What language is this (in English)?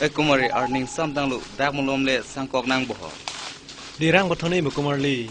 Karbi